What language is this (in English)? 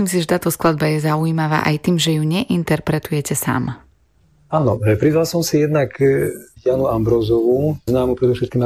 Slovak